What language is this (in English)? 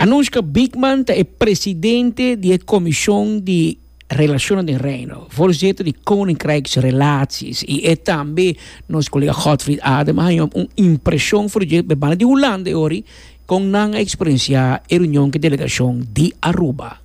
Papiamento